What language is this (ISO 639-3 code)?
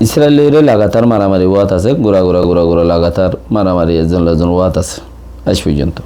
rhg